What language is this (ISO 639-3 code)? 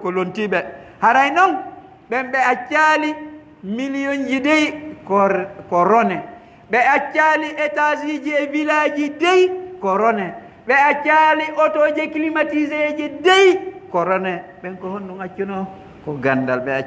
fuf